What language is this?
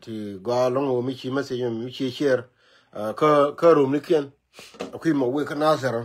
Nuer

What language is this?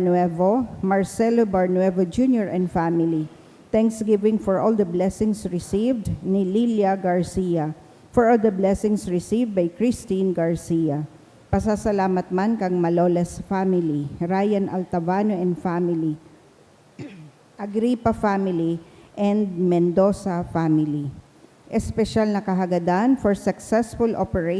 Bikol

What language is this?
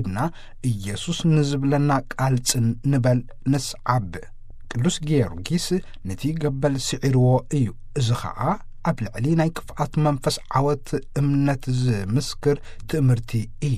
Tigrinya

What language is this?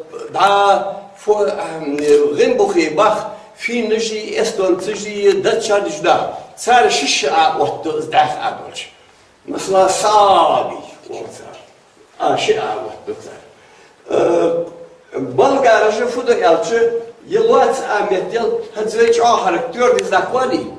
Ingush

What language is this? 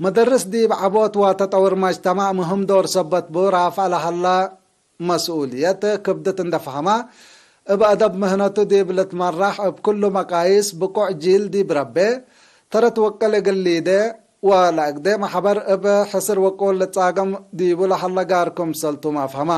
Tigre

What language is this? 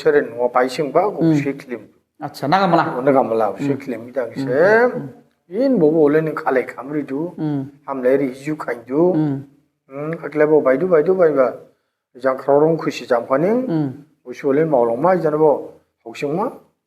Dimasa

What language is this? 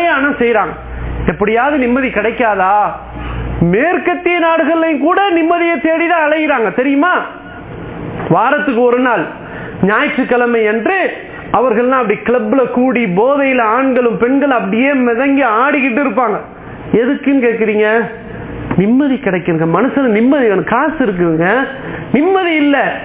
Tamil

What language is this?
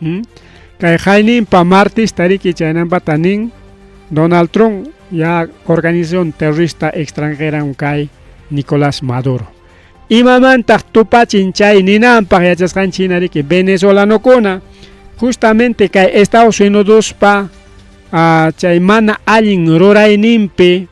Ayacucho Quechua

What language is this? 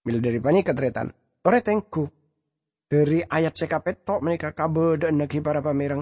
Madurese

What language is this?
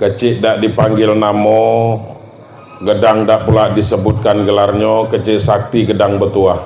Minangkabau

